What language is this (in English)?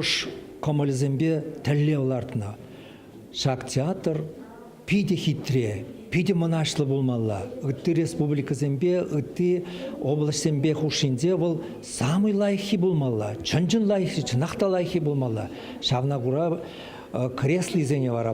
Chuvash